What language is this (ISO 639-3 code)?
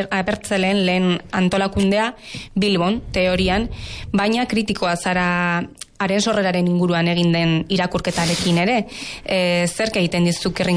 eus